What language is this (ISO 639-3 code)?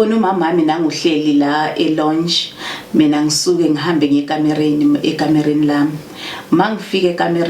zul